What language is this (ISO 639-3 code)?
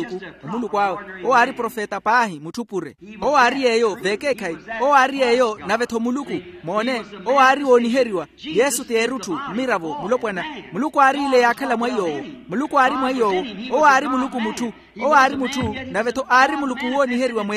vmw